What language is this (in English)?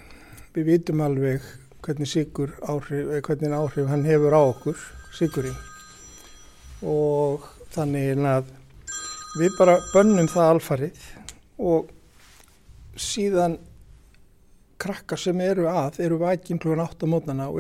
Icelandic